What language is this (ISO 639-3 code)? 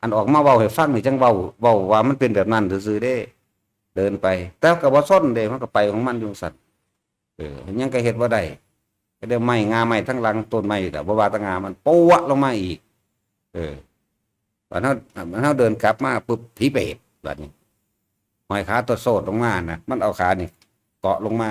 tts